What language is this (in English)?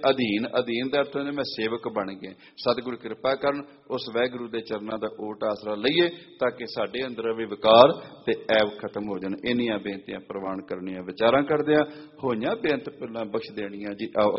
Punjabi